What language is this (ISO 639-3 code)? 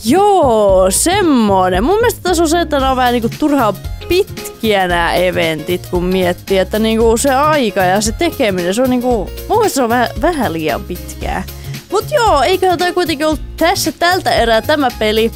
fin